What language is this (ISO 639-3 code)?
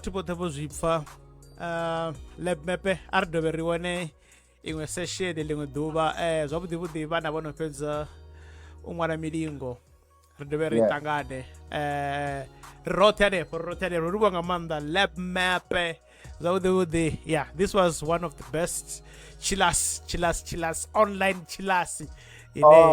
ven